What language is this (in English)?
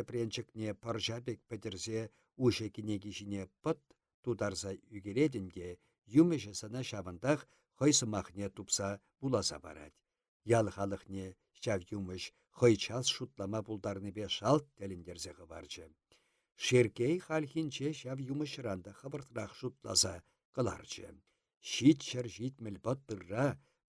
Chuvash